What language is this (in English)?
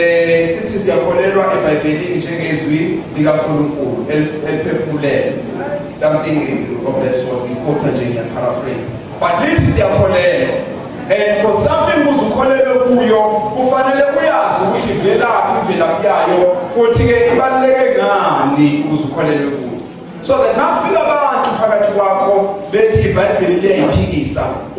Zulu